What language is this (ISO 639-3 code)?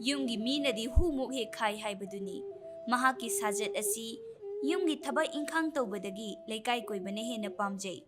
mni